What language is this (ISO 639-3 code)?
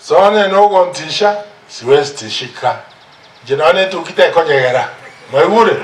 guz